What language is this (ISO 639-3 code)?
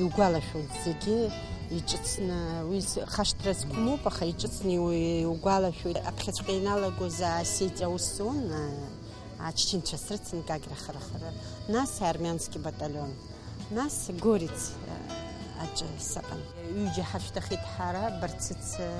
abk